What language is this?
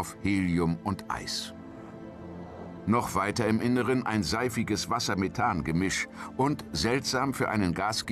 German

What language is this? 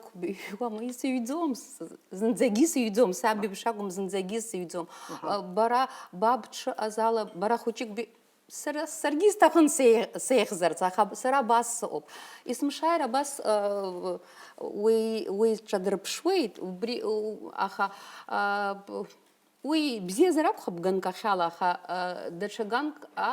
Abkhazian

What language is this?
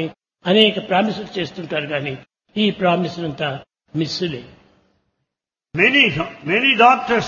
Telugu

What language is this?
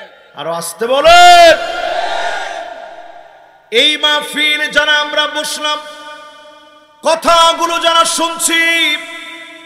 Bangla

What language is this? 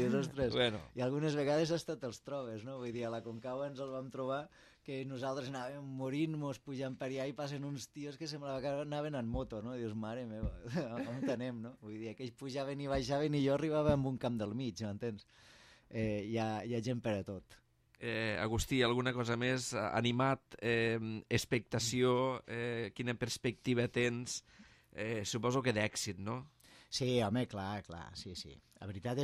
Catalan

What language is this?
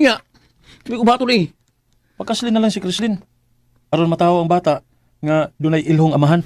Cebuano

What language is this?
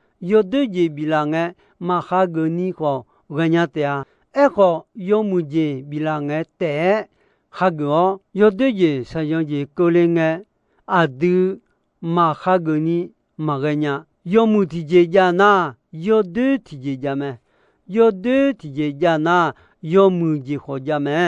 Akha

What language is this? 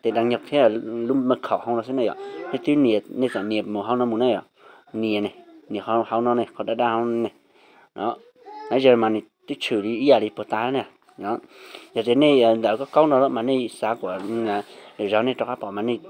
Hmong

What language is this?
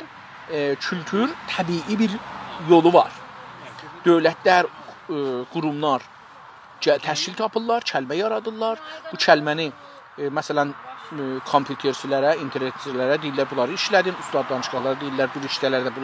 South Azerbaijani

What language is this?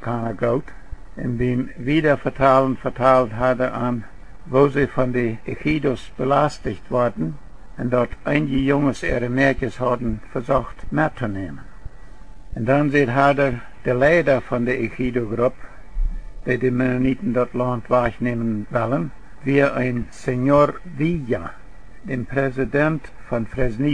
Plautdietsch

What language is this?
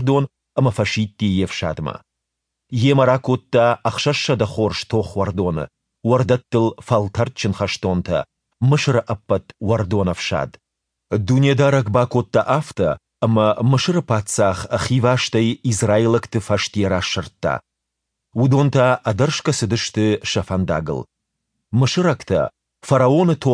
Ossetic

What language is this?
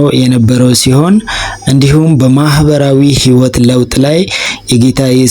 Amharic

